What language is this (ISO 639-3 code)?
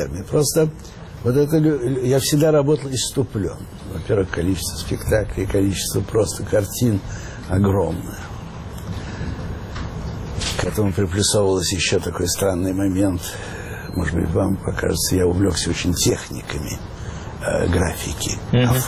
rus